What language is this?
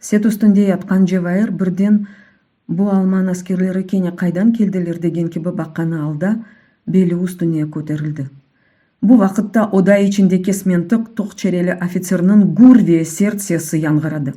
Crimean Tatar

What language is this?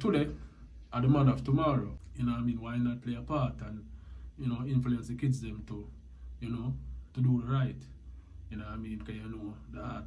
Jamaican Creole English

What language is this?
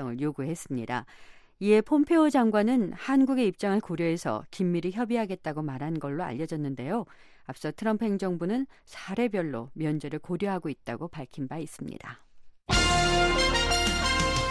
Korean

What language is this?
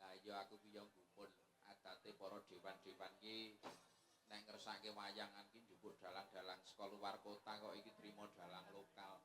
Javanese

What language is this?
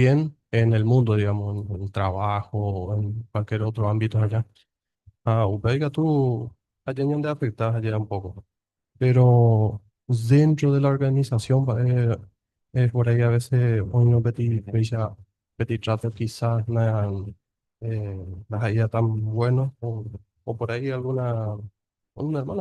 Guarani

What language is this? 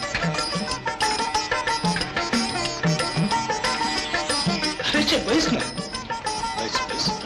Marathi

